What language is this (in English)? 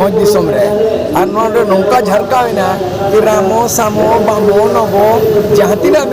Santali